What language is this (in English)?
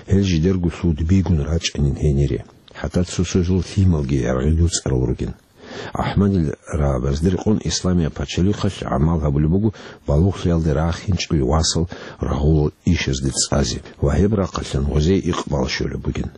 Avaric